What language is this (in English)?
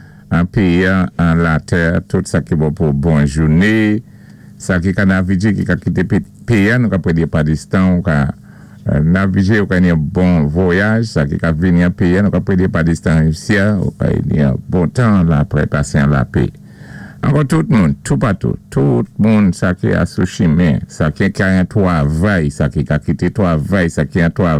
Saint Lucian Creole French